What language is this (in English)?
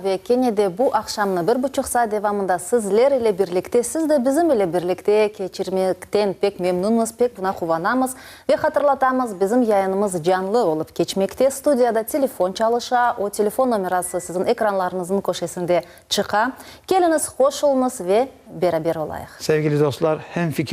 Crimean Tatar